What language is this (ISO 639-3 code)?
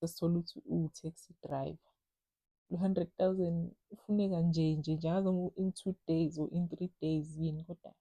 zul